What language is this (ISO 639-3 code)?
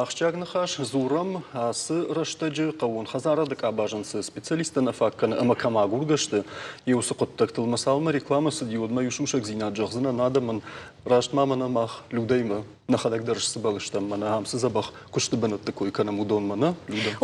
oss